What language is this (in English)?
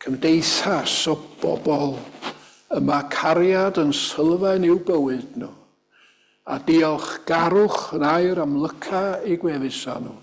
Welsh